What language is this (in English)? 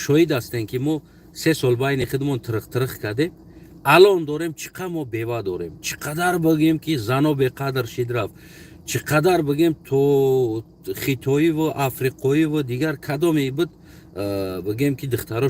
Tajik